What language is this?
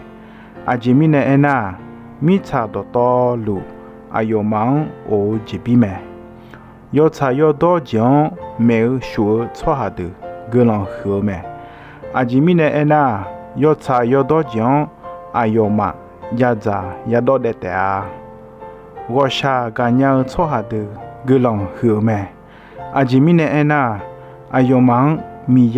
Akha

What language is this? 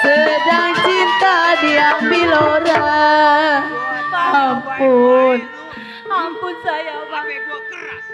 Betawi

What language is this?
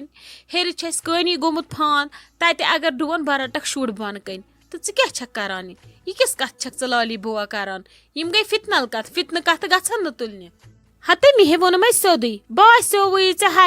Kashmiri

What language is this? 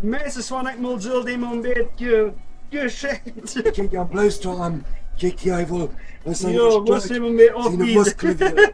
Plautdietsch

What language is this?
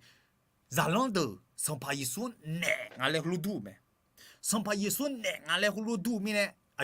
Akha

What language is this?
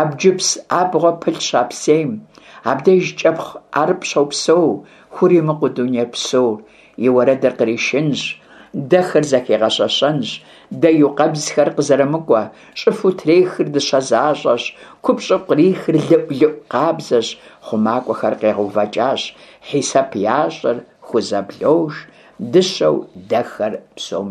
Kabardian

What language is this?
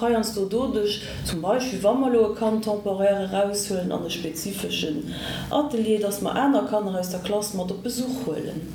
Luxembourgish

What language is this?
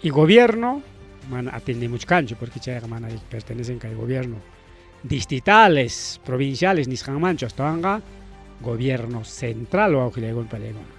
Ayacucho Quechua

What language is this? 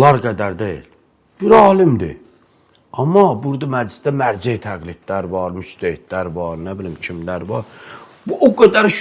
Azerbaijani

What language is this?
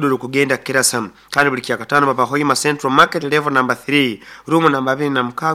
Nyoro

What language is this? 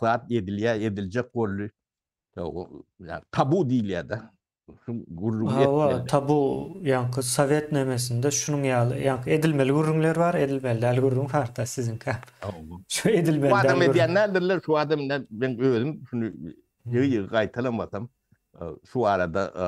Turkmen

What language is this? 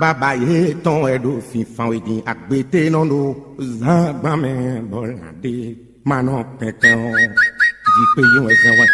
Fon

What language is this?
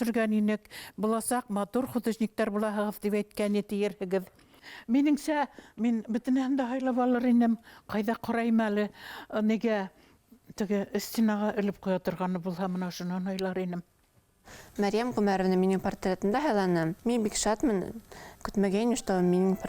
Bashkir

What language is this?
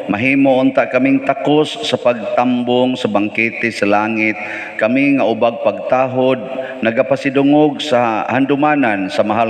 Cebuano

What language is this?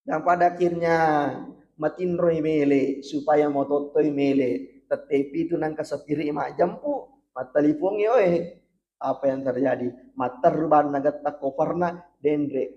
Buginese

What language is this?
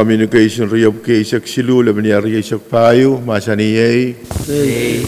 Pohnpeian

